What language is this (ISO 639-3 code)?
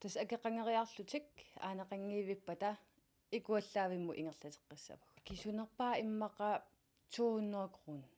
kal